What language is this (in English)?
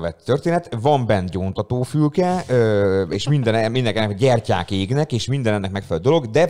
Hungarian